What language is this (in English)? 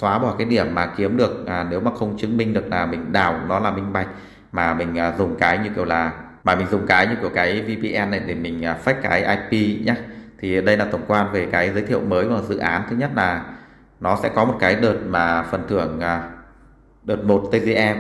Vietnamese